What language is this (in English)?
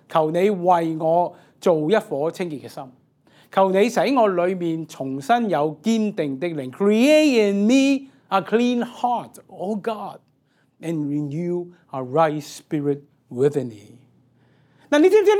Cantonese